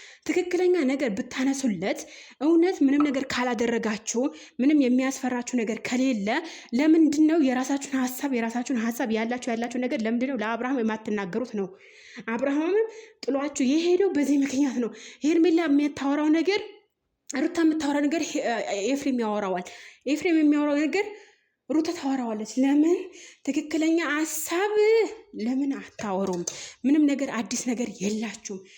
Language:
Amharic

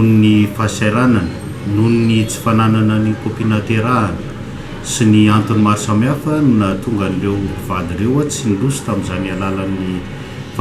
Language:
Malagasy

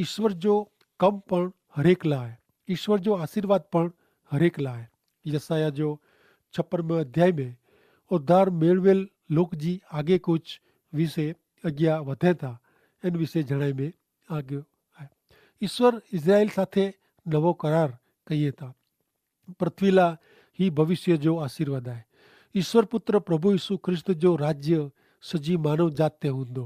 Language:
Kachhi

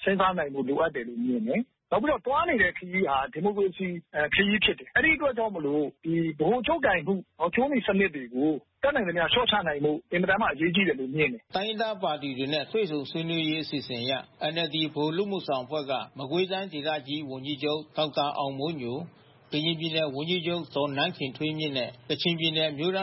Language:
Burmese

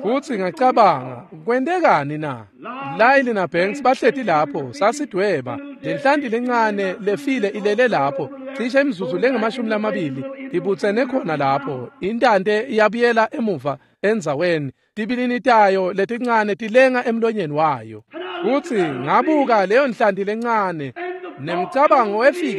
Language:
Swati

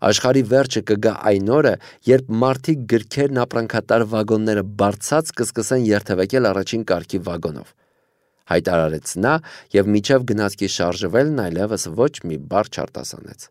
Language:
Armenian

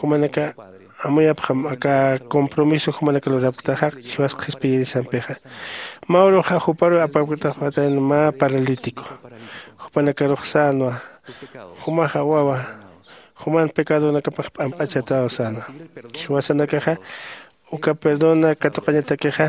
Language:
Aymara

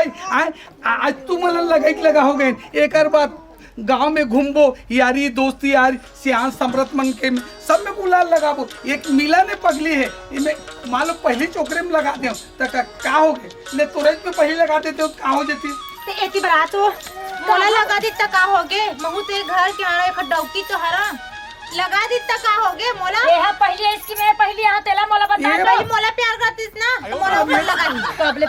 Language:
Chhattisgarhi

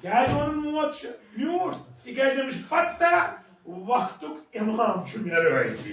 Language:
Kashmiri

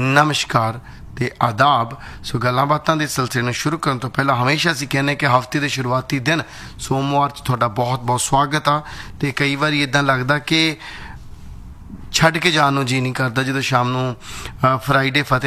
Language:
Punjabi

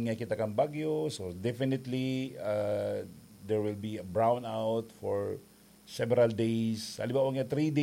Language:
Bikol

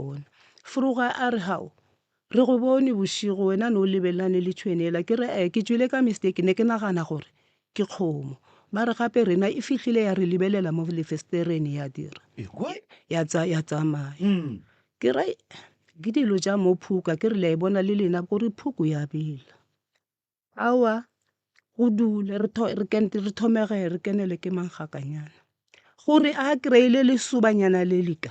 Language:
Northern Sotho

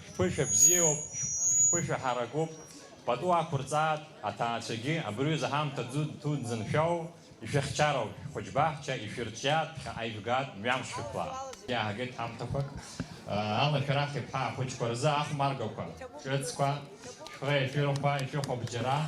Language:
Abkhazian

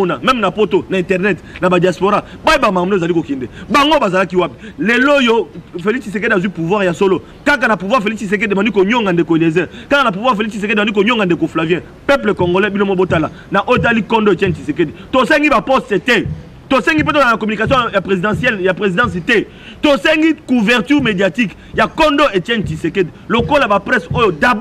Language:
Lingala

